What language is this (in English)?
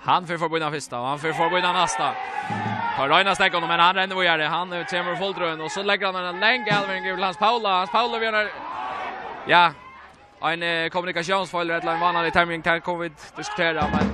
Faroese